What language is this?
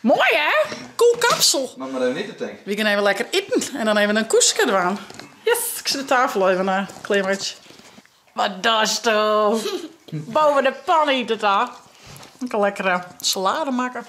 Western Frisian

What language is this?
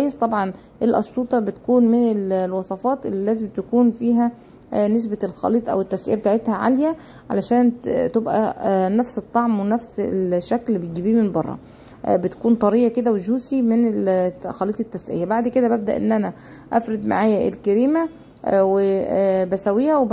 Egyptian Arabic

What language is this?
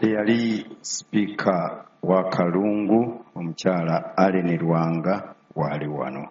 Ganda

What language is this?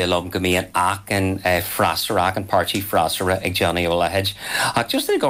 Irish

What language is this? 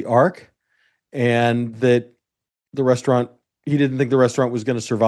English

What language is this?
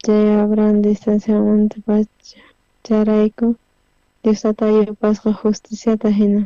South Bolivian Quechua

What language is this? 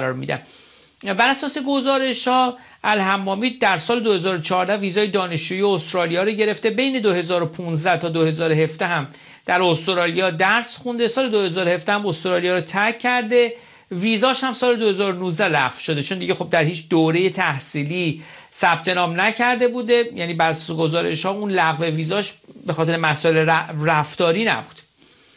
Persian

